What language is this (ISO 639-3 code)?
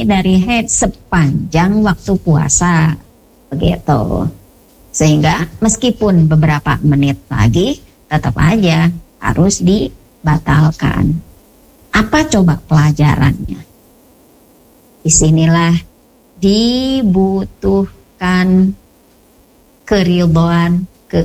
ind